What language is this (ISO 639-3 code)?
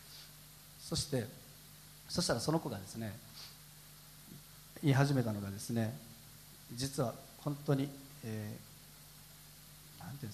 jpn